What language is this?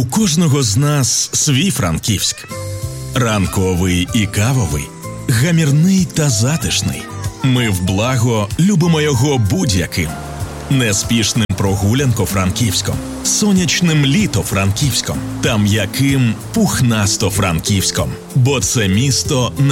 Ukrainian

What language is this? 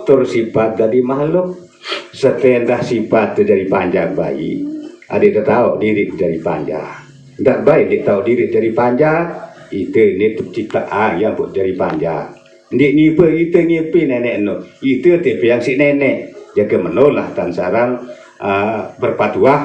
Sasak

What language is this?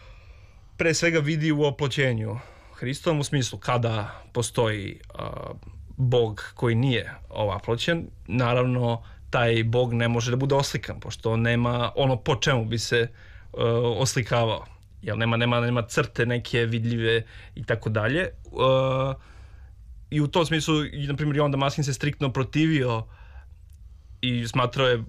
Serbian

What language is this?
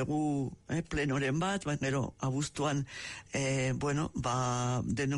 Basque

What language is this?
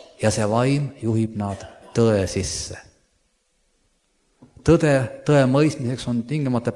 Estonian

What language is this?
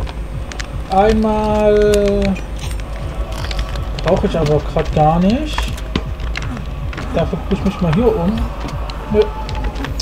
German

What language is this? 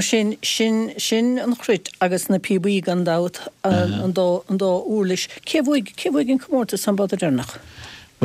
Irish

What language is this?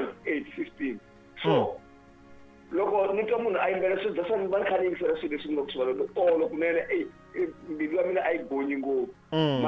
Tsonga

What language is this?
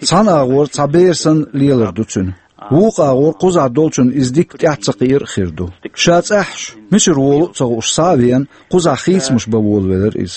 Chechen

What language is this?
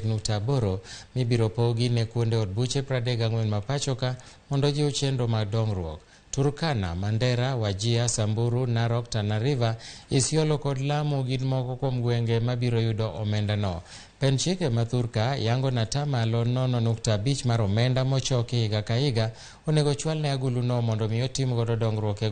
Luo (Kenya and Tanzania)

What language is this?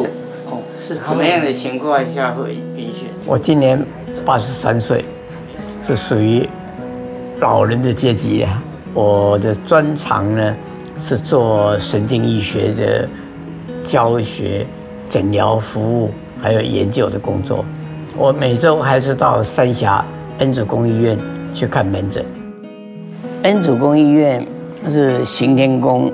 Chinese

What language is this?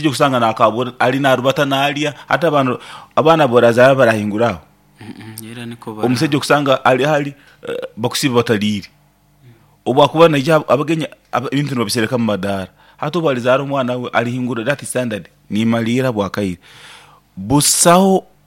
Nyoro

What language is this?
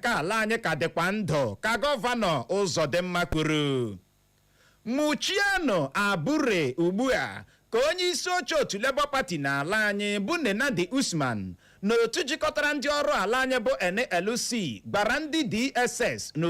Igbo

